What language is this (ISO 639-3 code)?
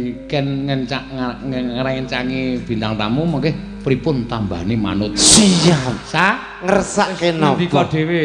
jav